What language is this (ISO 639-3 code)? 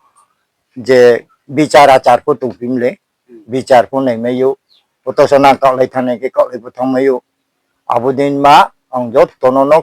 ria